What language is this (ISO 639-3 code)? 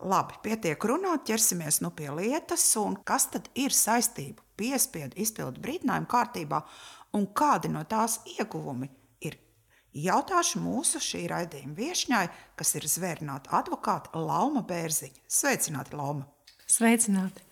lav